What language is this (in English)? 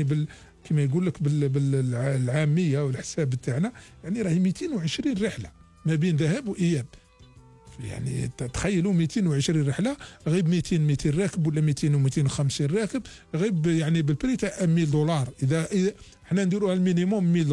Algerian Arabic